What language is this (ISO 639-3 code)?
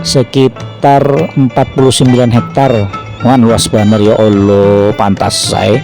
bjn